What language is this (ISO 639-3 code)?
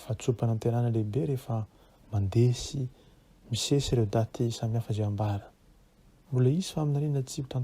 mlg